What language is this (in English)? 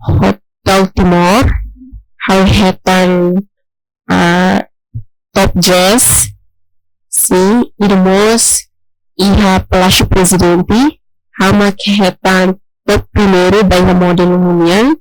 Tetum